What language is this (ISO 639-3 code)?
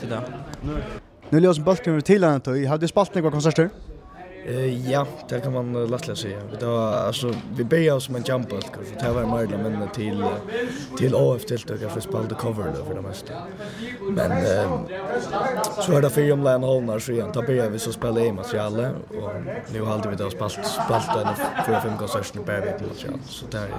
fao